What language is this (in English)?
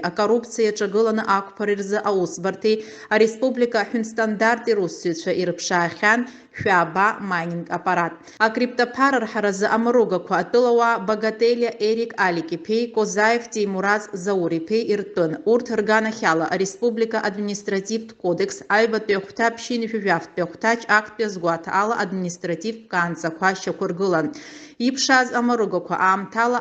Abkhazian